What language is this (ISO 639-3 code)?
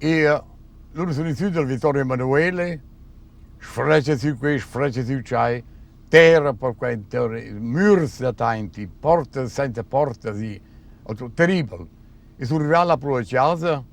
roh